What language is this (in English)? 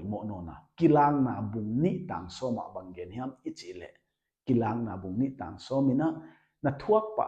Paite Chin